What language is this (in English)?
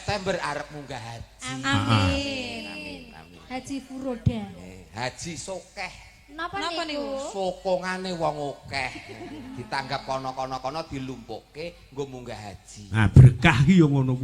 Javanese